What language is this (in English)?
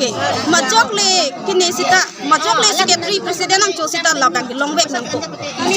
Karbi